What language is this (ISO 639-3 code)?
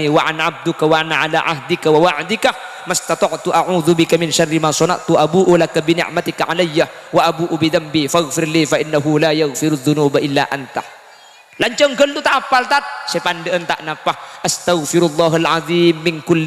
mad